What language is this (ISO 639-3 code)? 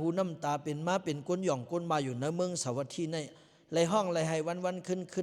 lao